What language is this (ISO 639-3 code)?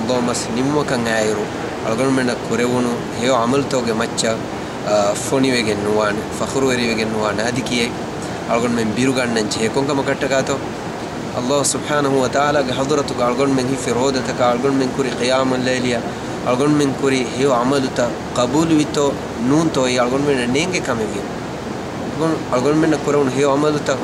div